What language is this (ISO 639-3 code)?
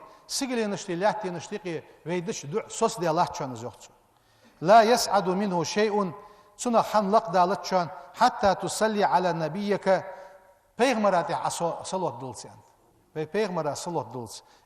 inh